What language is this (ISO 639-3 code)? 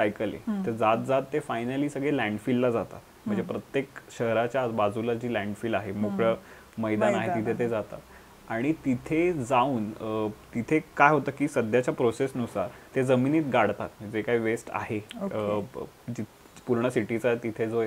mar